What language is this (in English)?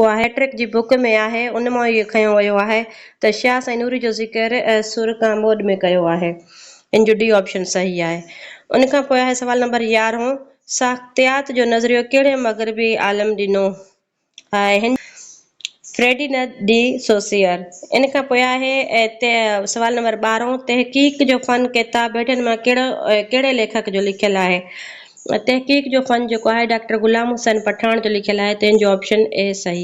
Sindhi